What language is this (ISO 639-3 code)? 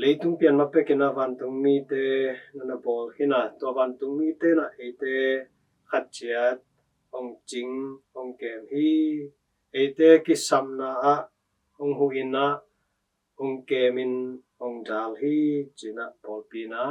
ctd